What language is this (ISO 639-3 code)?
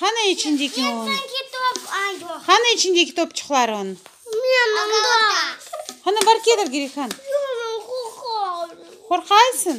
crh